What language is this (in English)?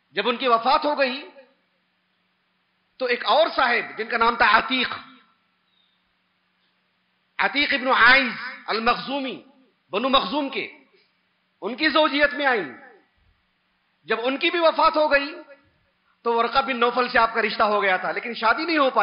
Urdu